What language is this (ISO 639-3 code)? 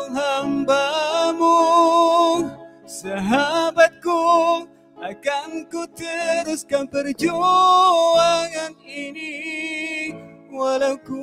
msa